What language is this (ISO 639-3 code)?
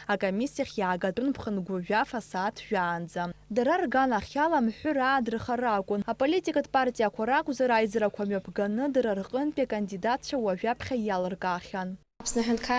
abk